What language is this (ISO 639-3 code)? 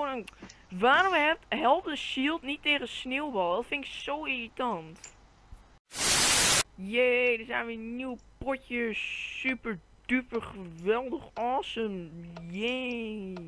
nld